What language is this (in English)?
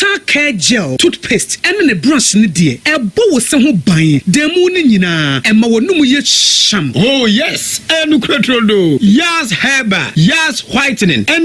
Akan